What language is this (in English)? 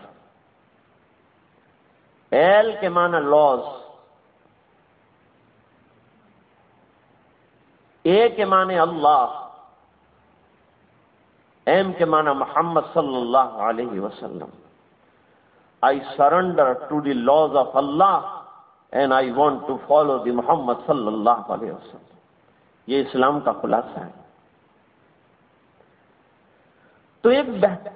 Urdu